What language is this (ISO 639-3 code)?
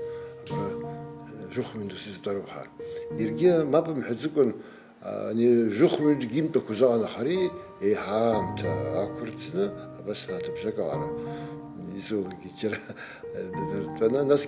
abk